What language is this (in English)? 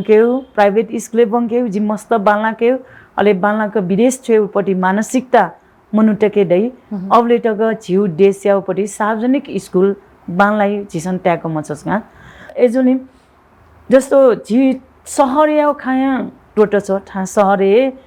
Newari